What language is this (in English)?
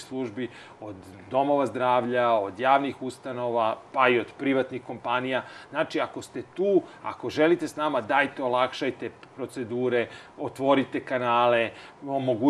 Serbian